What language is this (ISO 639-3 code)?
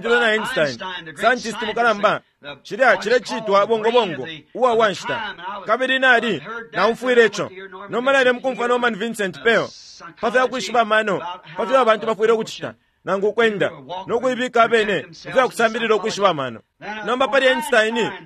bem